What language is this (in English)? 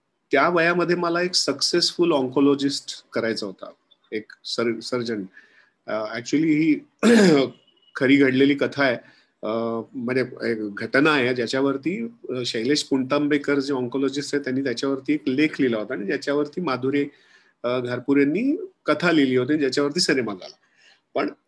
Marathi